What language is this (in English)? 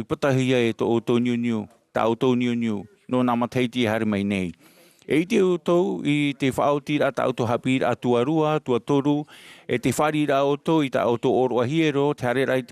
Tahitian